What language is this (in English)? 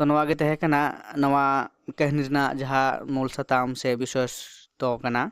Santali